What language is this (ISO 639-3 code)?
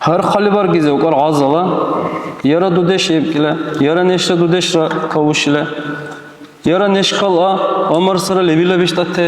dar